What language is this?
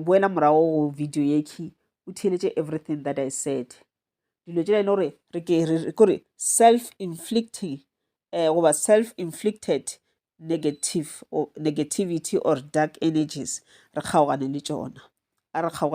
Northern Sotho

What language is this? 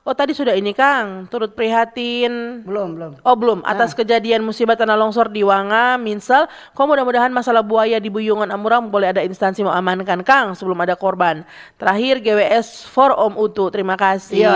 Manado Malay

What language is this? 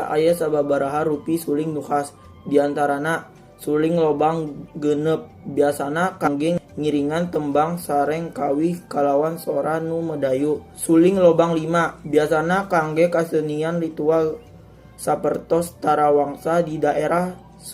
Sundanese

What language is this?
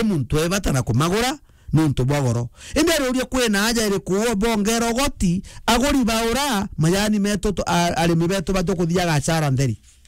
Meru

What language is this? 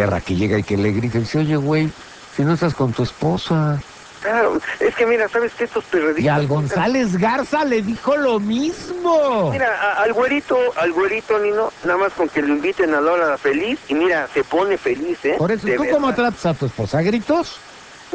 Spanish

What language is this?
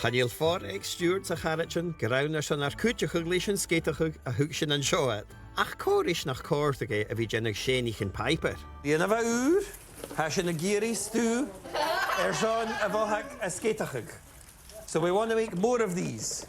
Scottish Gaelic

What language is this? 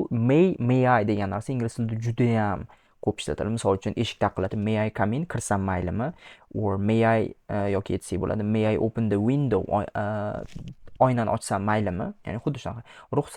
Uzbek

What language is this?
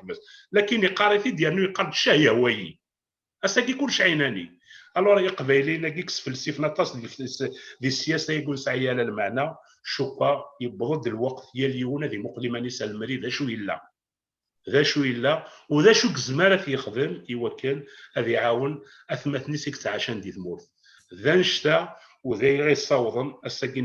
Kabyle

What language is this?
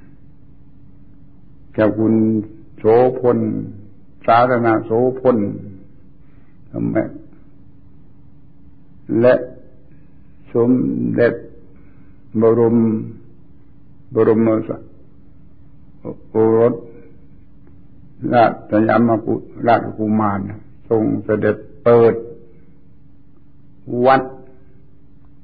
Thai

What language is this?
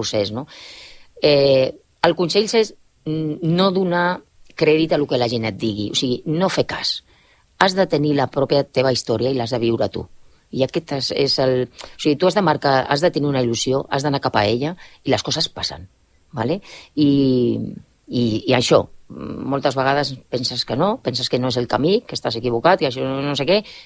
Catalan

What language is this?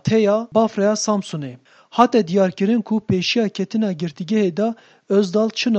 Kurdish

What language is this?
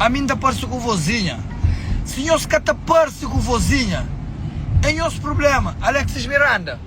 Kabuverdianu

